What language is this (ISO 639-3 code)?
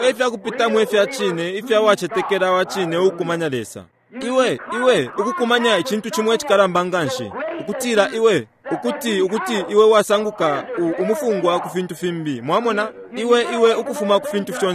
bem